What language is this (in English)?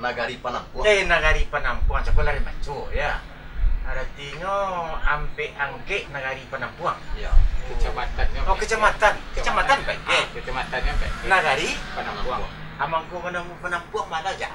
Minangkabau